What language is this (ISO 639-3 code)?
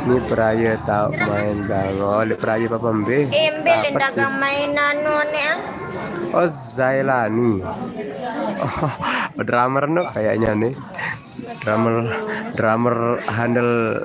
sas